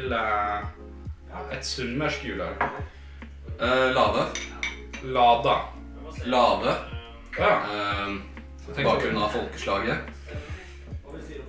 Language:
Norwegian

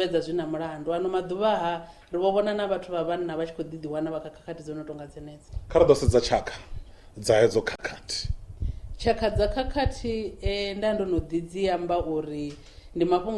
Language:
Venda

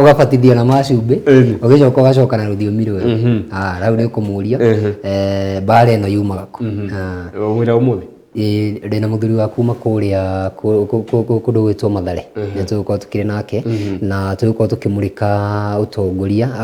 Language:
Kikuyu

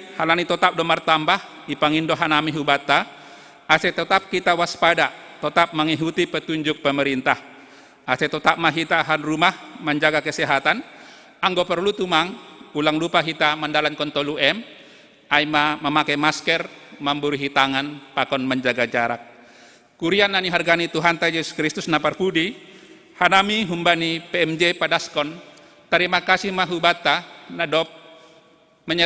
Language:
Batak Simalungun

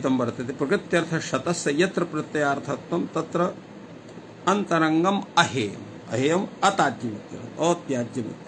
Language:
Sanskrit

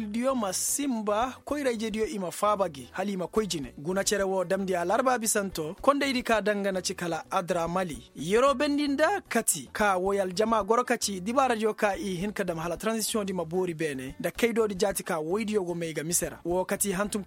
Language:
Koyraboro Senni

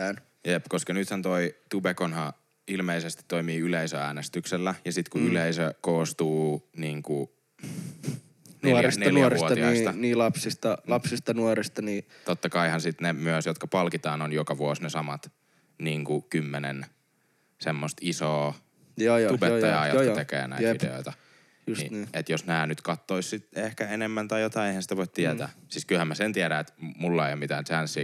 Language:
Finnish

